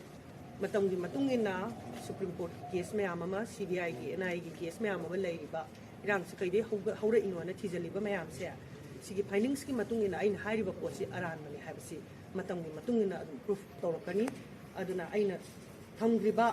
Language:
Manipuri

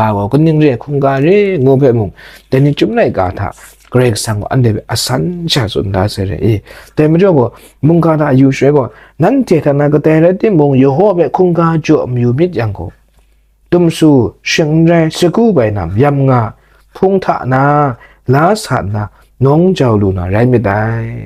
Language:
Kachin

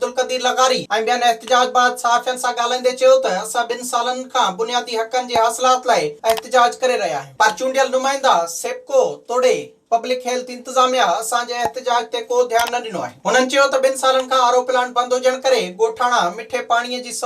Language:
Sindhi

